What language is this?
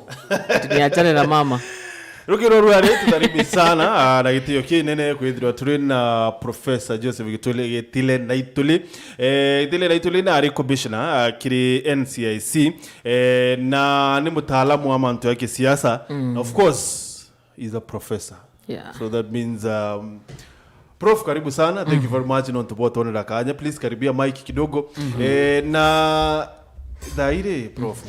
Meru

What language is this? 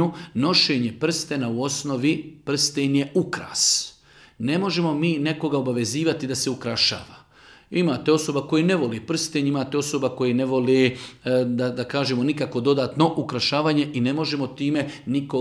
Bosnian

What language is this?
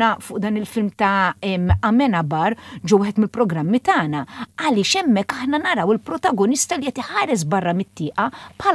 Maltese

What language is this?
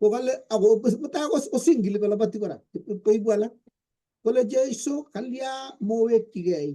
Kalenjin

